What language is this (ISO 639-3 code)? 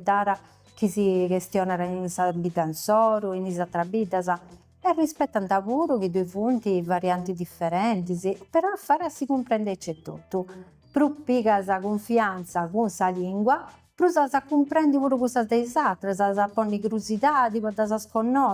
srd